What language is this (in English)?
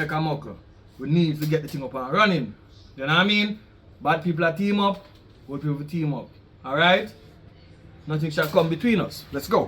Jamaican Creole English